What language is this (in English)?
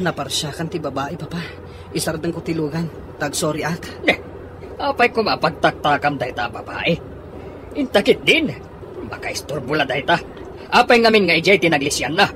Iloko